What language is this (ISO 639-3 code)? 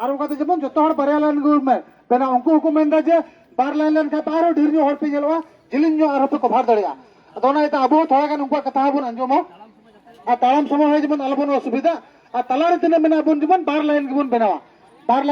sat